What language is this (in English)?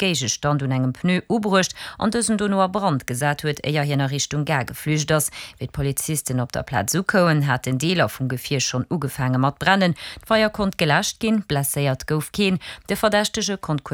Luxembourgish